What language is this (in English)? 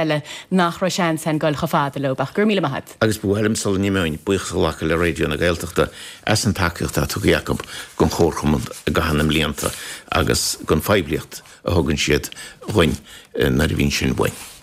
Irish